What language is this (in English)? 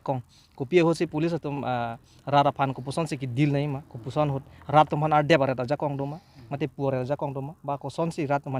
Karbi